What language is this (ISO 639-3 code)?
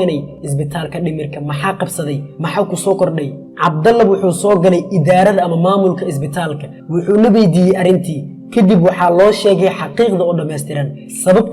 som